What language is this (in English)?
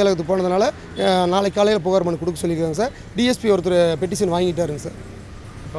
Tamil